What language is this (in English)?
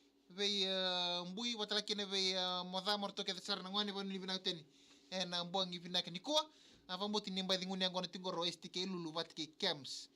Fijian